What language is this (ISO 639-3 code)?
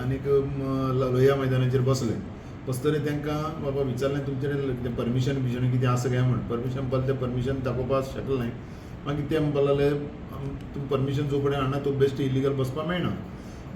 kok